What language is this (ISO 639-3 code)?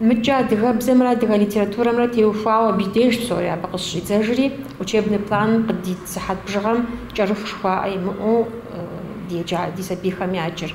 kbd